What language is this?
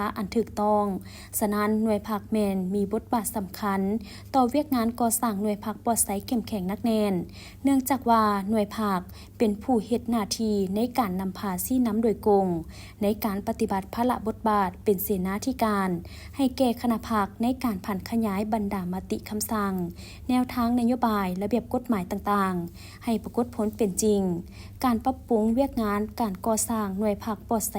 Lao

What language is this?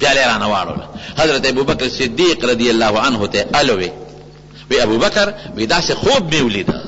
Pashto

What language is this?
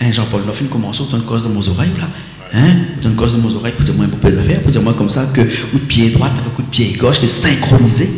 Réunion Creole French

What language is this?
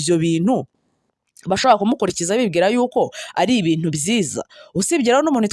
Kinyarwanda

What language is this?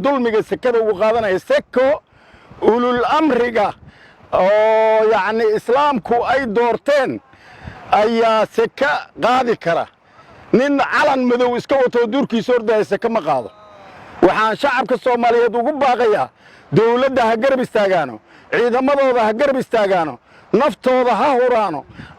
Somali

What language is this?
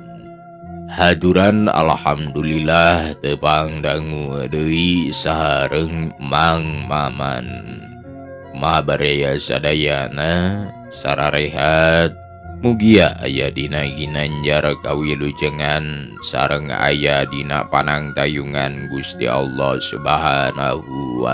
Sundanese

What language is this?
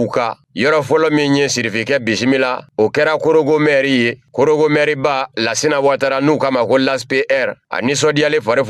Bambara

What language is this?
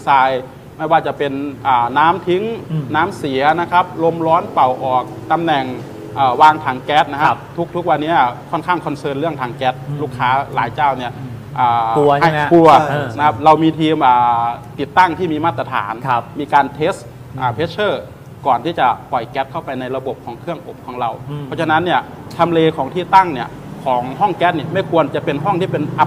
Thai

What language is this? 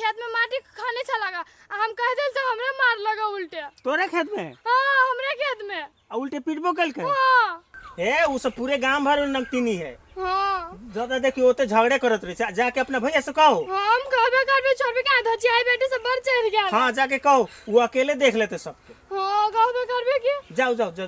Maithili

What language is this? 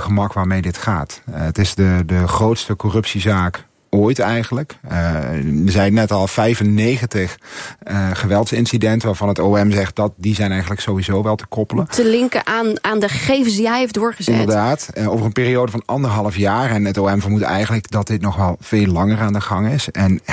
Dutch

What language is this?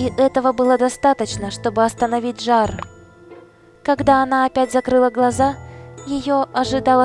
Russian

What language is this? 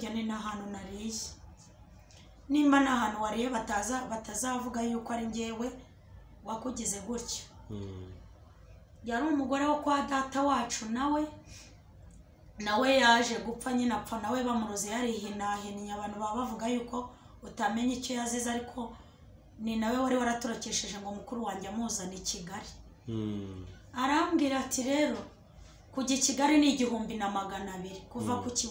Kinyarwanda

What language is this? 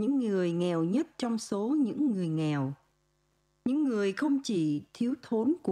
Vietnamese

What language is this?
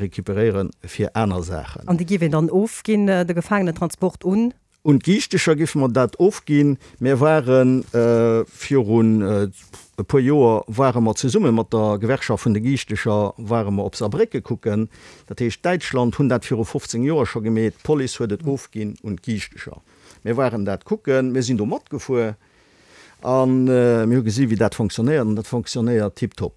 Luxembourgish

